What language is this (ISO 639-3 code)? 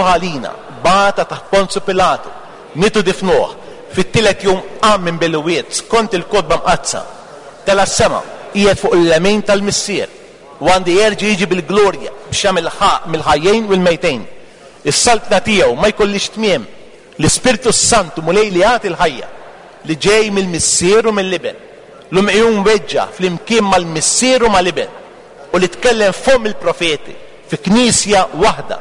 mlt